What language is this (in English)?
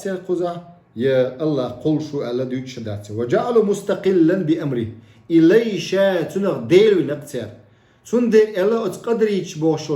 Chechen